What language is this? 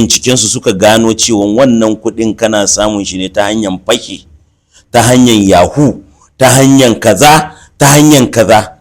Hausa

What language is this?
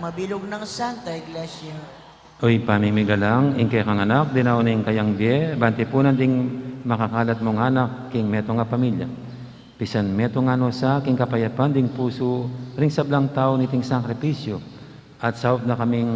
Pampanga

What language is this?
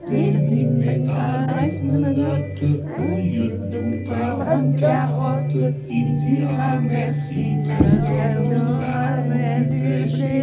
Picard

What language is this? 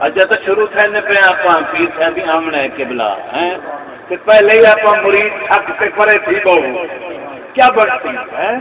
Saraiki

